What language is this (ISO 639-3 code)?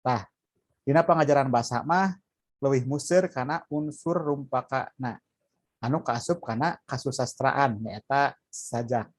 sun